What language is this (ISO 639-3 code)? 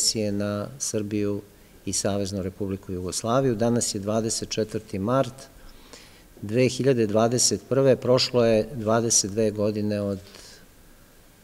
srp